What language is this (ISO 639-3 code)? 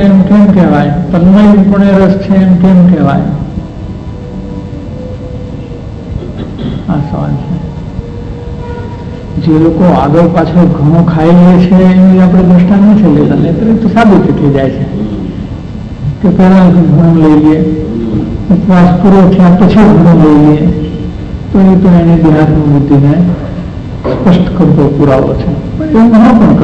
guj